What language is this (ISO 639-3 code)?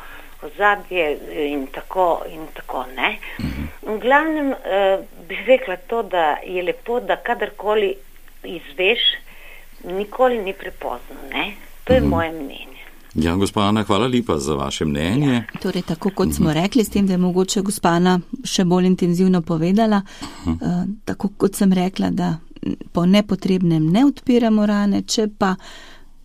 slv